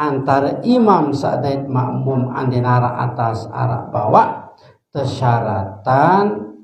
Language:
Sasak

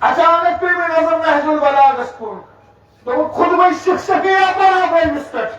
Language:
Kashmiri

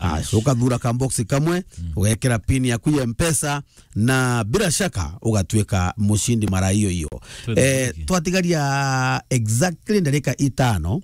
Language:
Meru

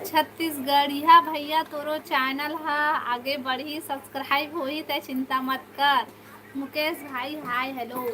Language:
Chhattisgarhi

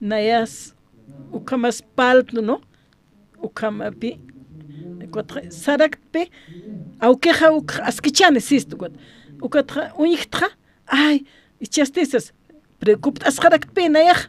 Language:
Aymara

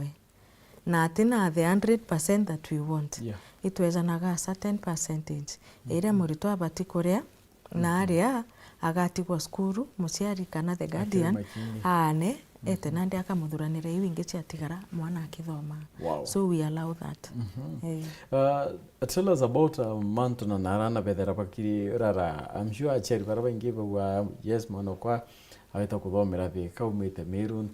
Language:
Meru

